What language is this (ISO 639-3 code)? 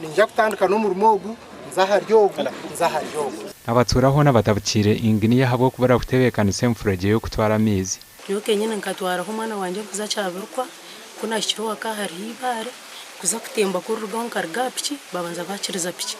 nyn